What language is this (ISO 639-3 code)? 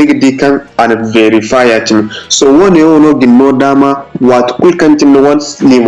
dje